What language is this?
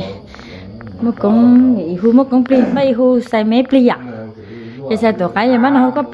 Hmong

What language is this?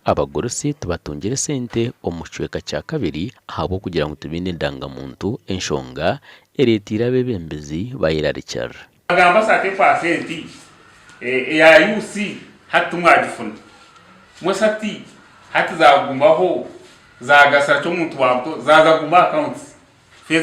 Nyankole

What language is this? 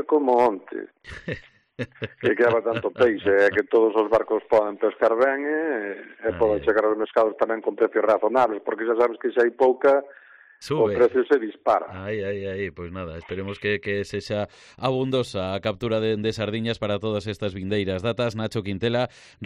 Galician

